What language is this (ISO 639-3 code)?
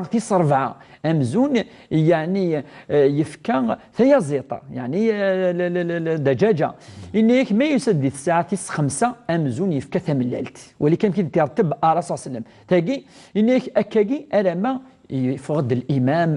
kab